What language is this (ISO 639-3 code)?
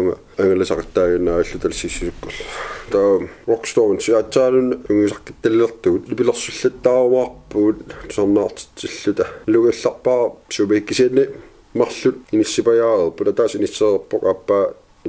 kal